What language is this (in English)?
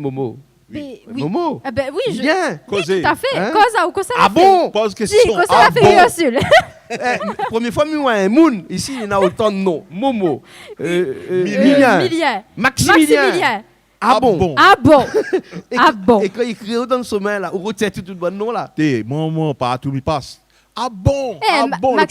Réunion Creole French